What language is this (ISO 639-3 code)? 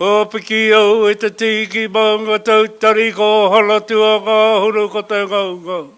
mri